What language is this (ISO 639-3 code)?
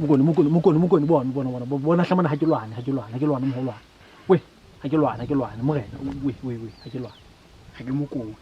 sot